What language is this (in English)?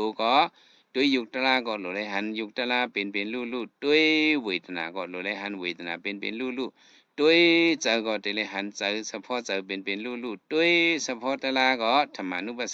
Shan